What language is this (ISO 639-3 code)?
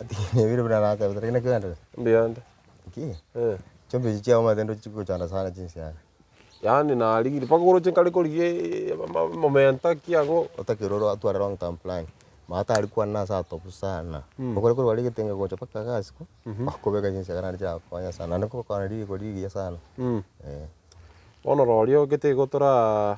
guz